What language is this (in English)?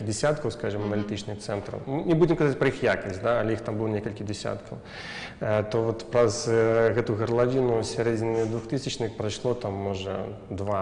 Belarusian